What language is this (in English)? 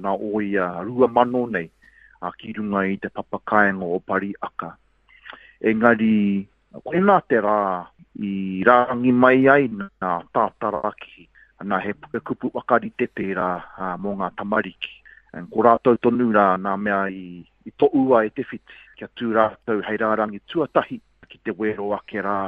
Māori